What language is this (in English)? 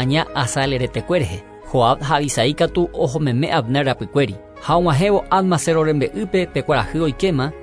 Guarani